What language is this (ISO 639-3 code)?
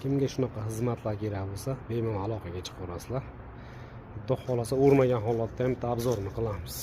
uzb